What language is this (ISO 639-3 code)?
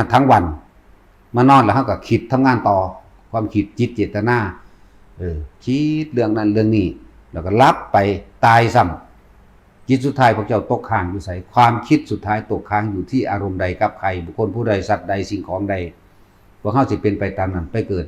tts